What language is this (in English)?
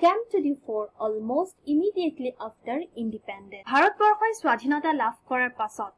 Assamese